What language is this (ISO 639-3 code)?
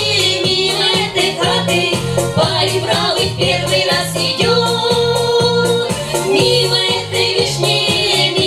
chv